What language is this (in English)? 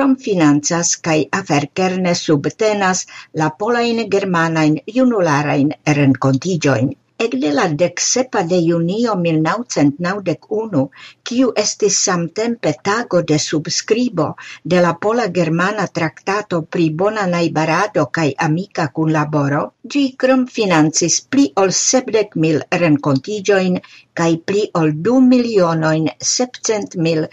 Esperanto